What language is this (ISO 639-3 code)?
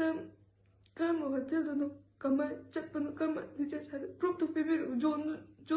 mni